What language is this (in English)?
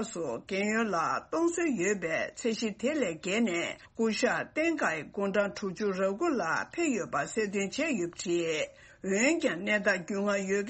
Tibetan